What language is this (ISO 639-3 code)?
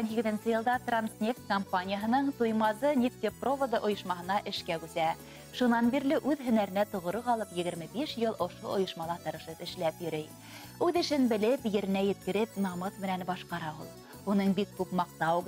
bak